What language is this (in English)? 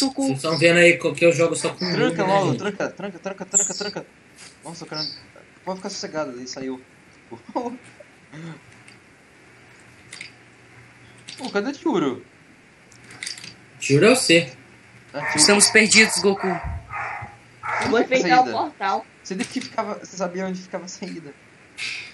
Portuguese